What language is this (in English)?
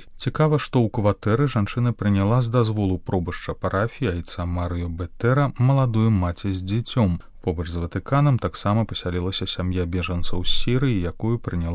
Belarusian